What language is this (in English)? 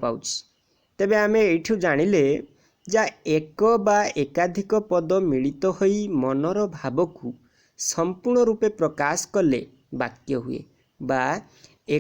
Odia